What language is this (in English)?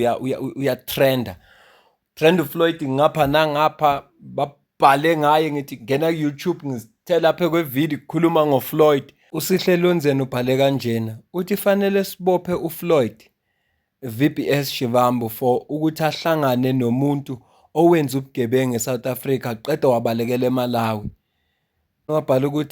Zulu